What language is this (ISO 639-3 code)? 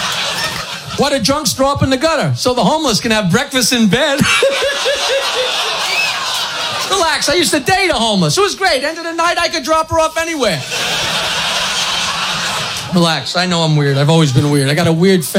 eng